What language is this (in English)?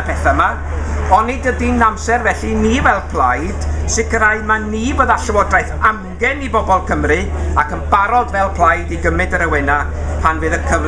Welsh